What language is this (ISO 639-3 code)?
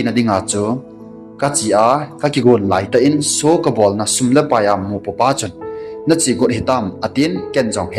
tcz